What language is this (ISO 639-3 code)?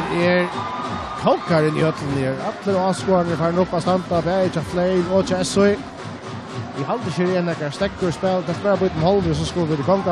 fao